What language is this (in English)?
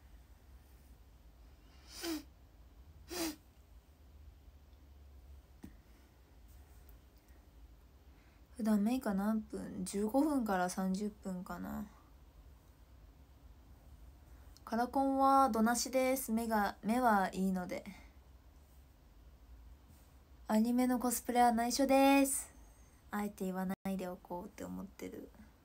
Japanese